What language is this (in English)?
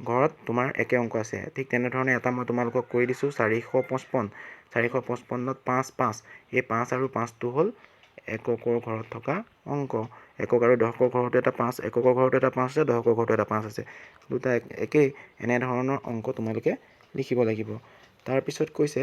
Assamese